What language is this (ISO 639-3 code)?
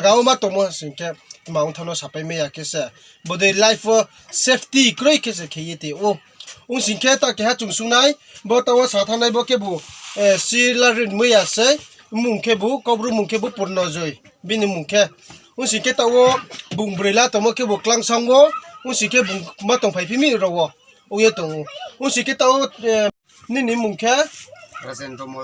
ria